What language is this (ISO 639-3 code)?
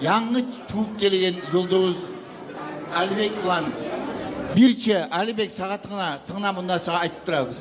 kum